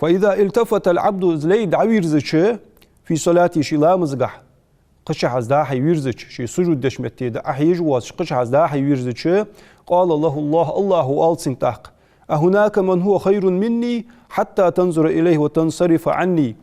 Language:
Ingush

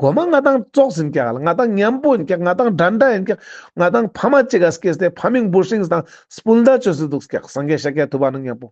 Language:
Ladakhi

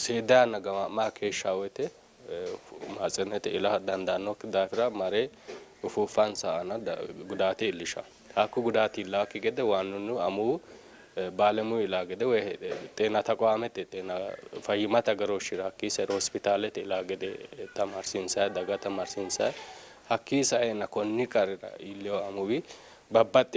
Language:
Sidamo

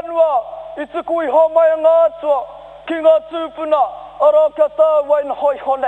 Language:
Māori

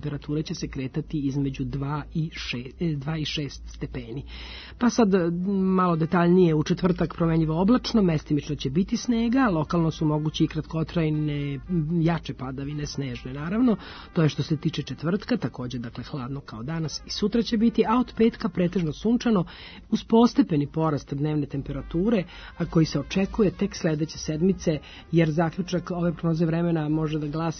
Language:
Serbian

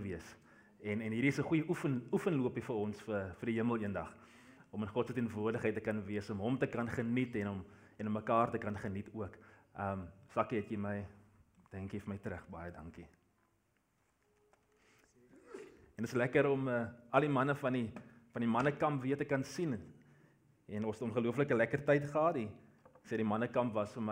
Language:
Afrikaans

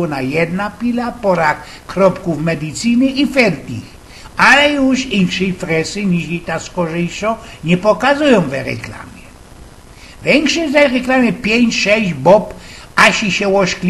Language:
Silesian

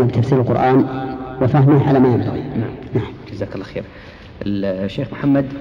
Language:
Arabic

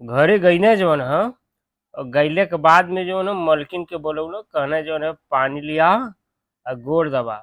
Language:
Bhojpuri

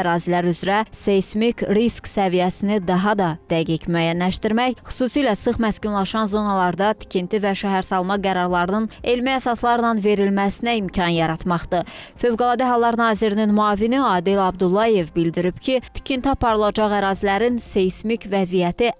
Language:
Azerbaijani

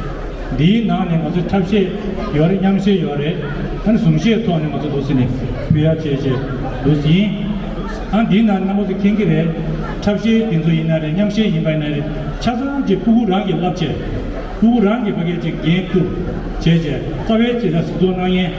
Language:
Tibetan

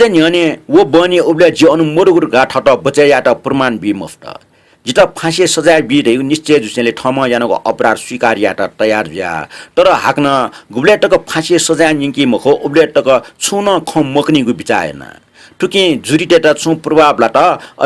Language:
Newari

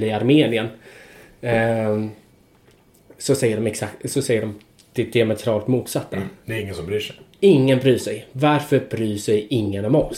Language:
Swedish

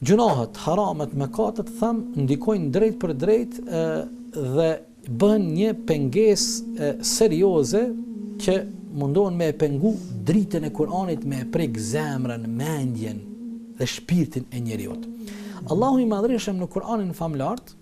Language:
Albanian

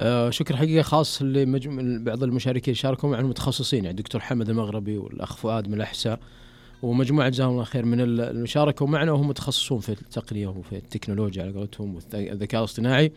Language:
Najdi Arabic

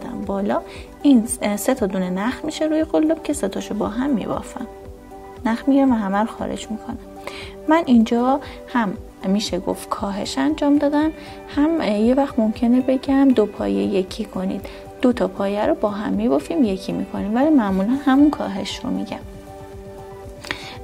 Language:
Persian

